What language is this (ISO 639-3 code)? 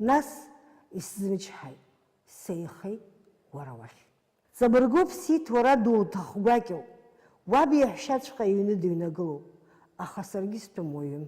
abk